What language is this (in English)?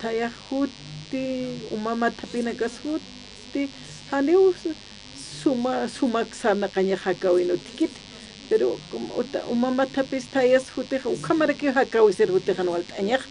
Aymara